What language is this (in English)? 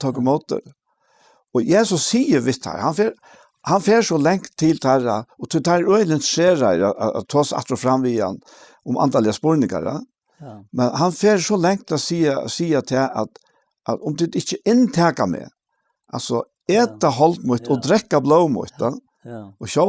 Faroese